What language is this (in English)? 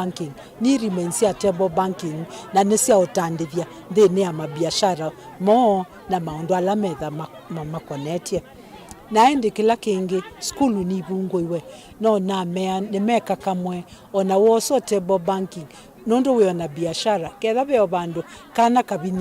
Kamba